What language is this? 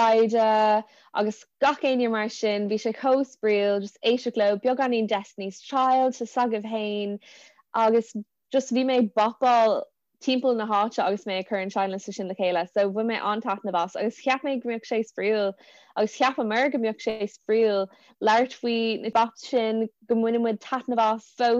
Irish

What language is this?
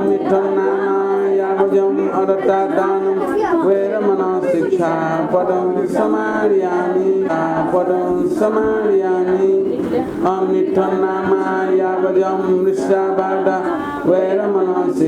Newari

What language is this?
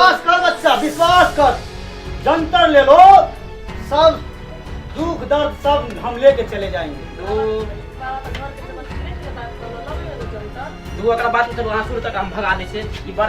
Maithili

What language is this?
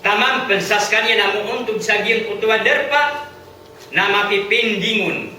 Maranao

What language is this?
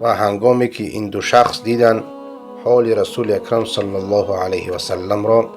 Persian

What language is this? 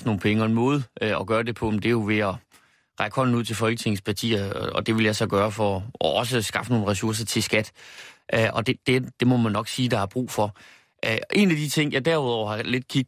Danish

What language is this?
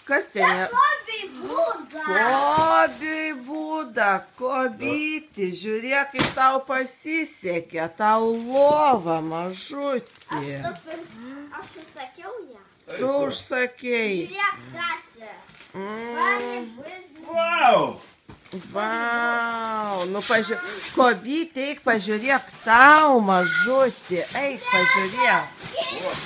Lithuanian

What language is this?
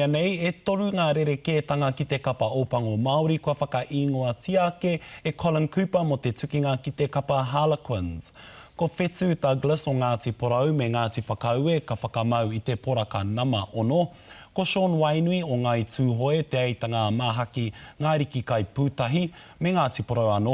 Māori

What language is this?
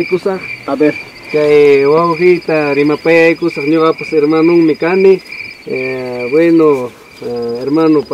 Ayacucho Quechua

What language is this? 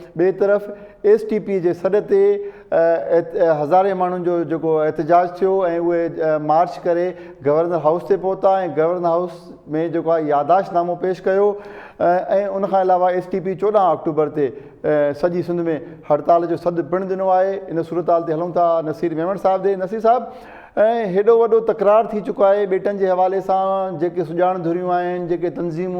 Sindhi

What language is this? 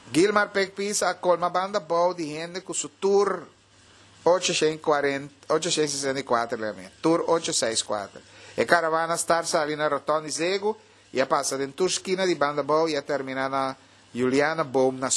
Papiamento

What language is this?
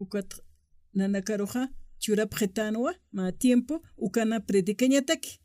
Aymara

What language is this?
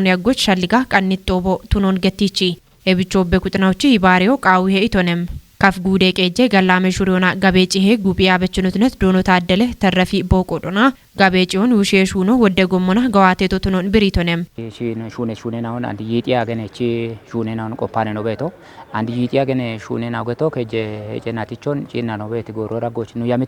Kafa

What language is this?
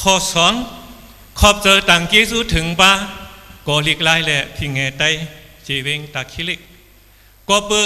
Shan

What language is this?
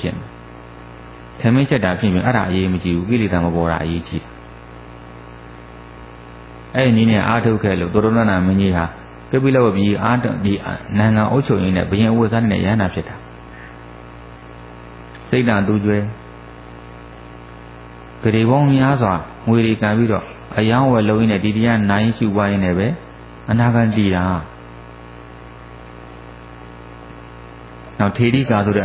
Burmese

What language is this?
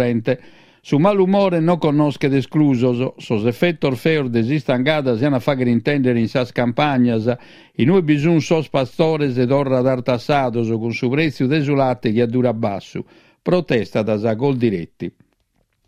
Sardinian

